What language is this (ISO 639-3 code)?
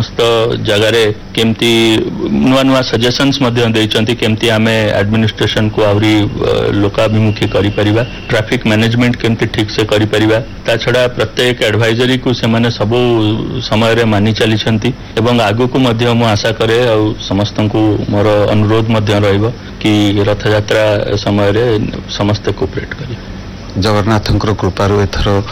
ori